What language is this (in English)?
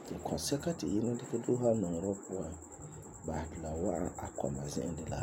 Frafra